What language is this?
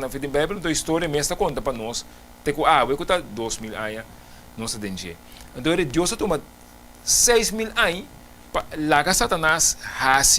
Papiamento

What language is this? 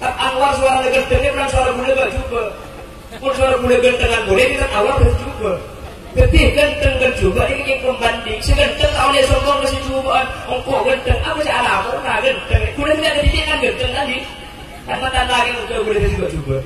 Madurese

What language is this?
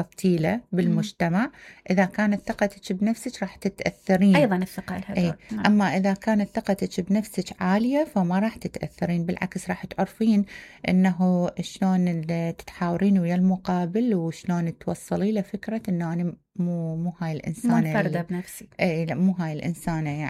Mesopotamian Arabic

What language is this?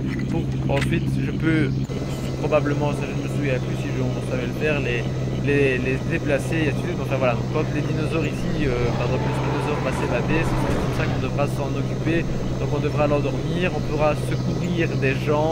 French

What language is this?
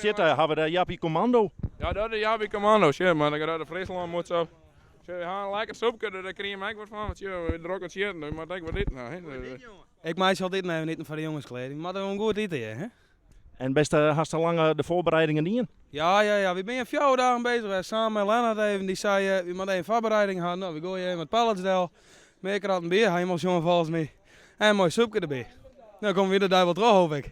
Western Frisian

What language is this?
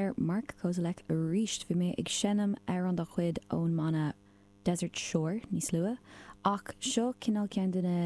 Irish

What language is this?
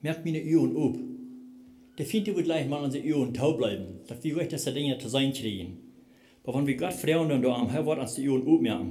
Plautdietsch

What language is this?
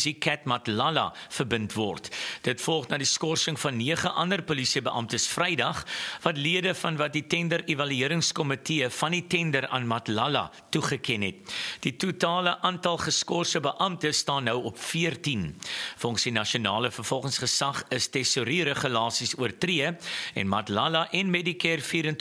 Afrikaans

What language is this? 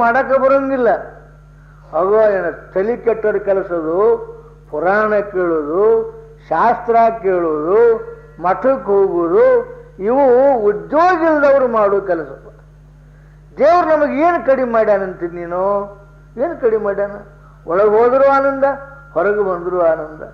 Kannada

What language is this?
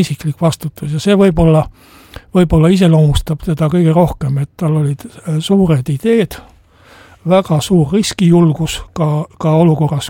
Estonian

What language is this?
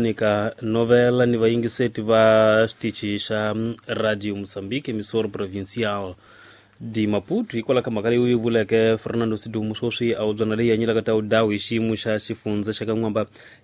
Tsonga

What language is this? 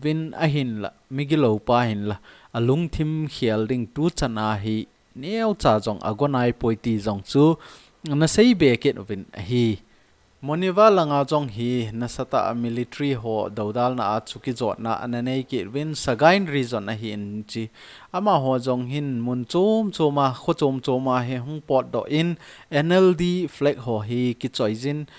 Thado Chin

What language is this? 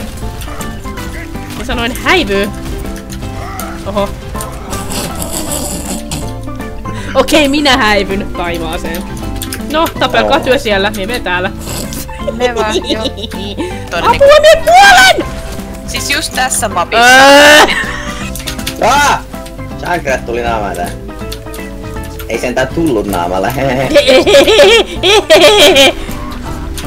Finnish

